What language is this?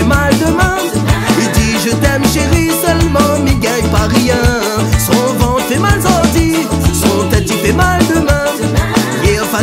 Réunion Creole French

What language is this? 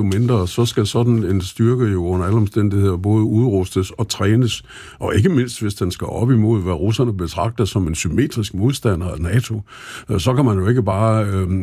Danish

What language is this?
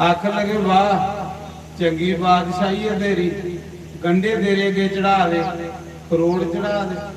Dogri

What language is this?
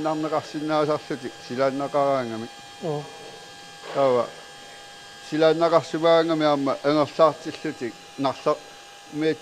Kalaallisut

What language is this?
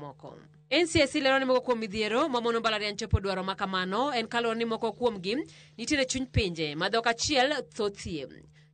Luo (Kenya and Tanzania)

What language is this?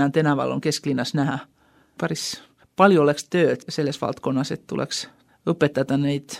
Estonian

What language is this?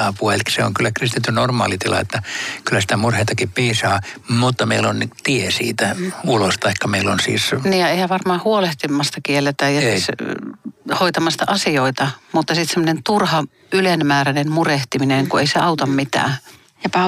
Finnish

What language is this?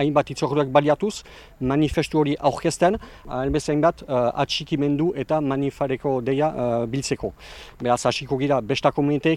Basque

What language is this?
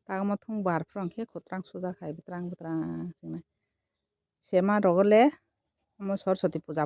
Kok Borok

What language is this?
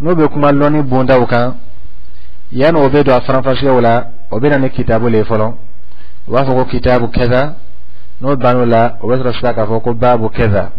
Dyula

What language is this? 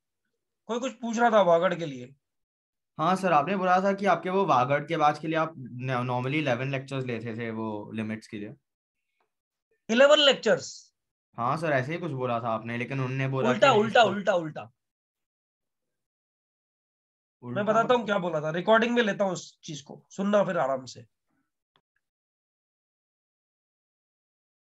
Hindi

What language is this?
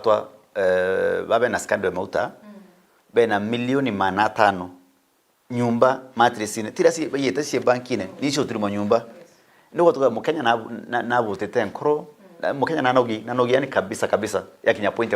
Meru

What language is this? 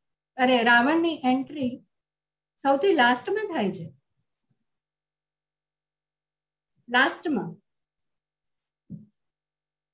Gujarati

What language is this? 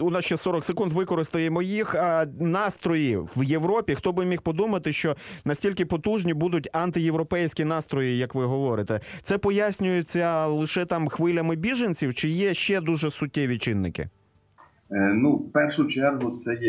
Ukrainian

